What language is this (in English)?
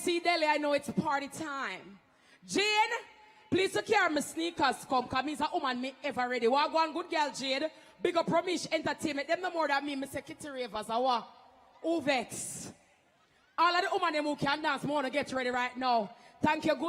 Jamaican Creole English